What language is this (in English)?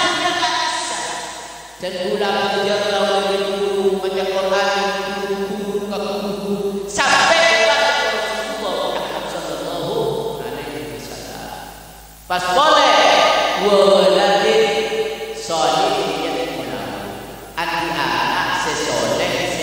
Madurese